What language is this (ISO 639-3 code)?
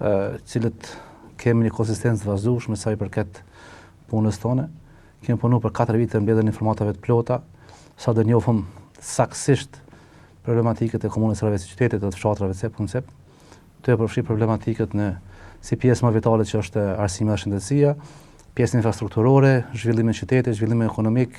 sqi